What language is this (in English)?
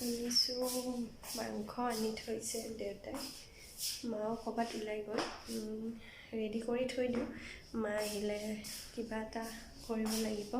Assamese